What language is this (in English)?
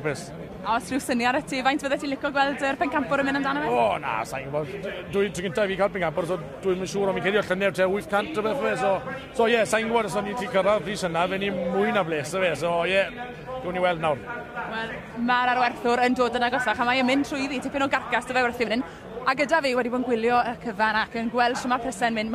Welsh